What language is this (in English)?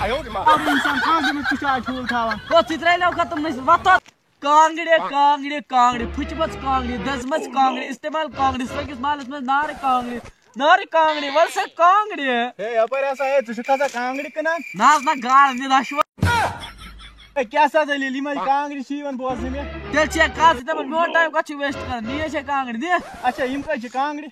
Kashmiri